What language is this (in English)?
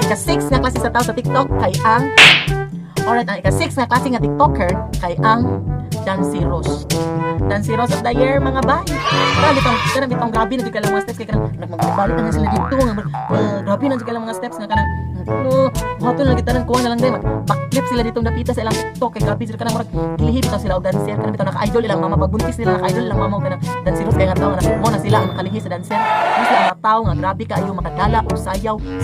Cebuano